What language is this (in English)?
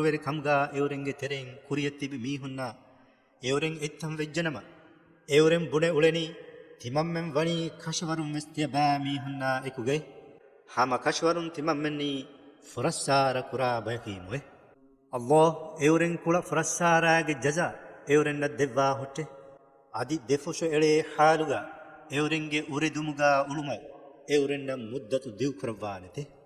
Divehi